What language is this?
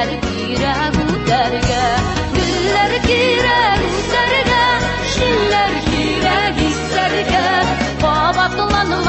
Tatar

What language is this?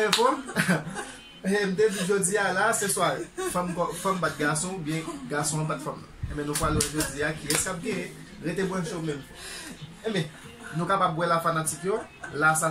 Haitian Creole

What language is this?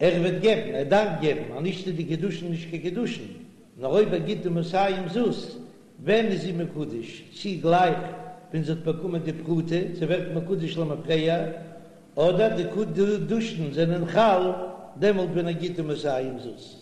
Yiddish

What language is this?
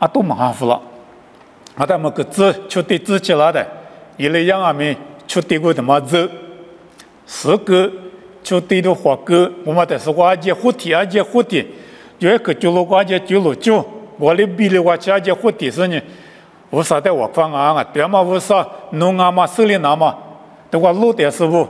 Lisu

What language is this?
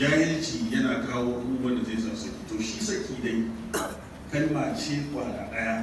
Hausa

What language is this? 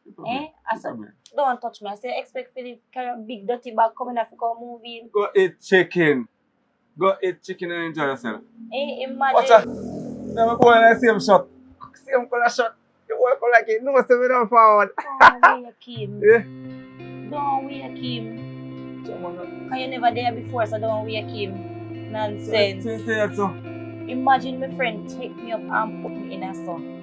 Jamaican Creole English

